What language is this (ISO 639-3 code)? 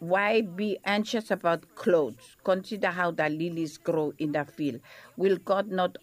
bis